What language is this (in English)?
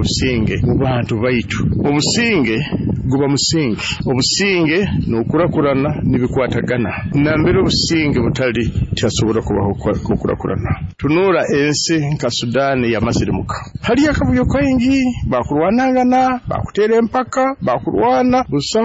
Nyoro